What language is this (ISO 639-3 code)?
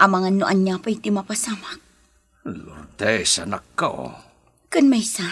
ilo